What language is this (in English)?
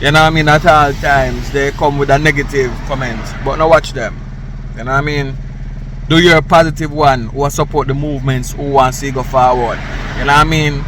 Jamaican Creole English